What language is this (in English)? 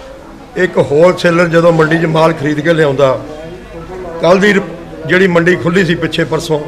Punjabi